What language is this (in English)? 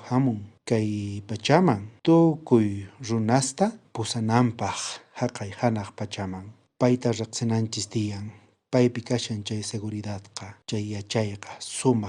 South Bolivian Quechua